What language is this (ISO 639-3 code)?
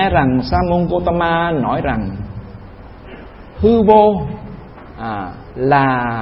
vie